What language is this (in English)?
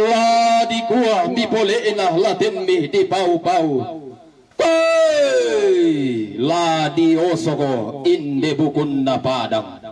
Toraja-Sa'dan